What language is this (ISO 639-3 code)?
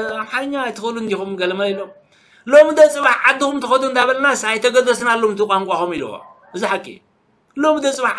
tir